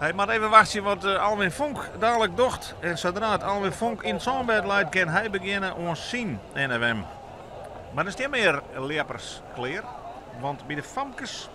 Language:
Western Frisian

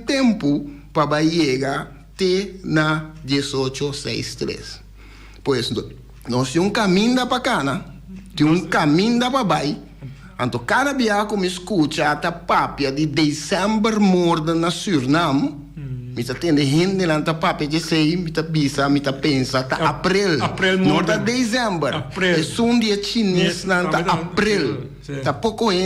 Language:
Papiamento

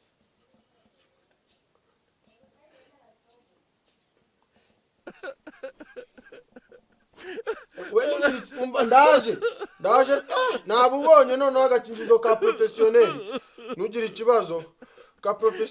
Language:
Kinyarwanda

